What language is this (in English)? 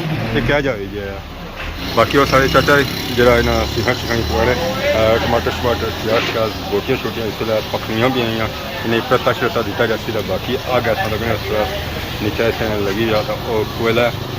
Pahari-Potwari